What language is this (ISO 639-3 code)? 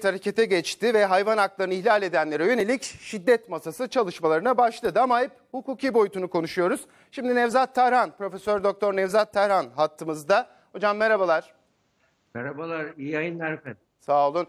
tur